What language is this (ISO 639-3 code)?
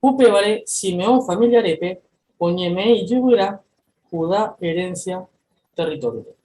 grn